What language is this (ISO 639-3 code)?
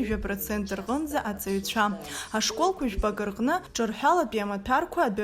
abk